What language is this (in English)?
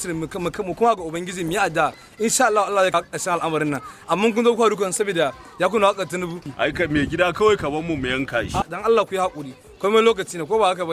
Hausa